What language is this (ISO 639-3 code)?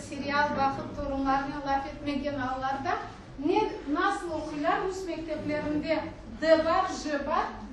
crh